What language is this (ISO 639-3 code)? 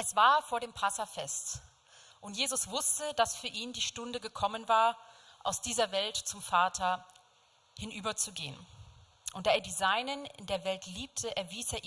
gsw